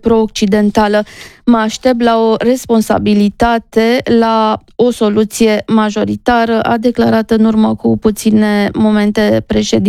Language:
Romanian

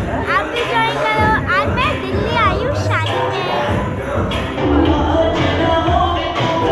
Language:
Hindi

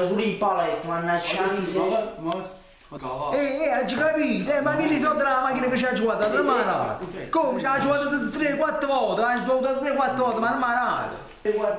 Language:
Neapolitan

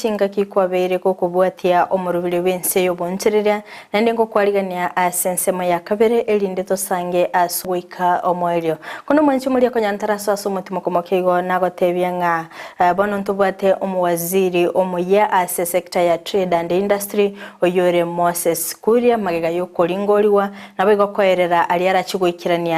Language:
Gusii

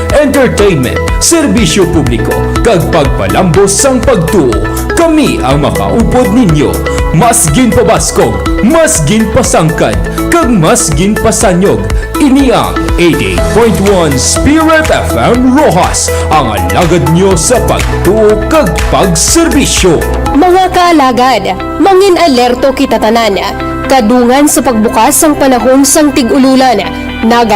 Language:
Hiligaynon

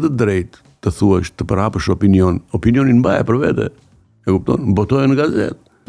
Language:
Albanian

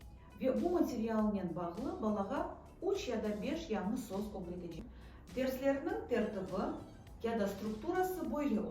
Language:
Crimean Tatar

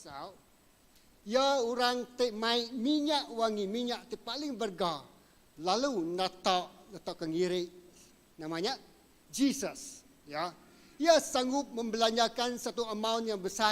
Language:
Iban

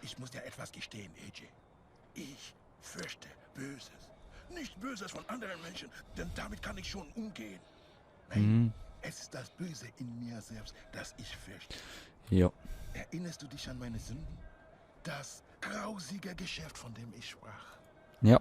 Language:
Swiss German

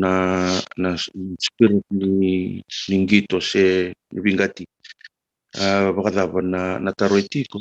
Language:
Fijian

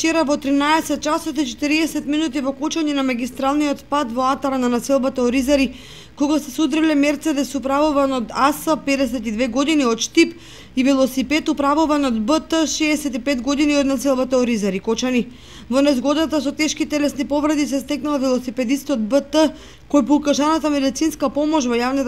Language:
Macedonian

